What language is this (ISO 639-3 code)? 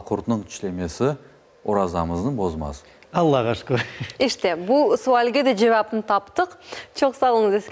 crh